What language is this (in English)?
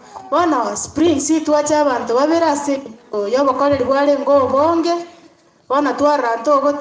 Gusii